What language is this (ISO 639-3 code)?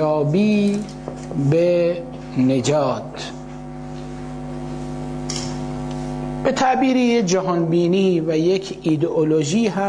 fas